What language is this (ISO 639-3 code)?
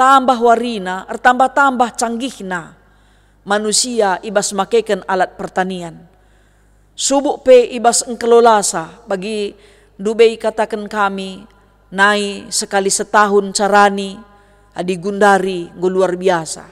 btx